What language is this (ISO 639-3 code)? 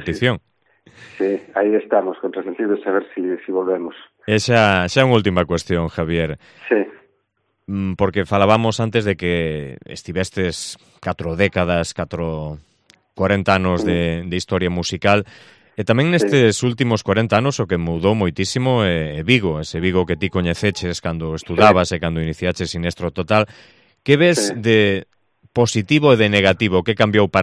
glg